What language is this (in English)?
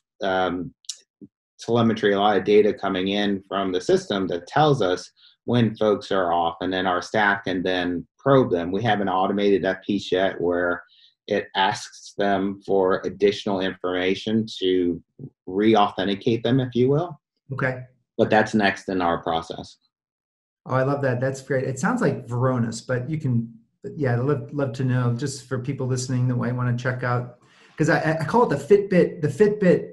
English